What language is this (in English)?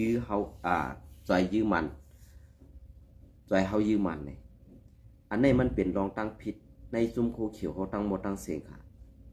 Shan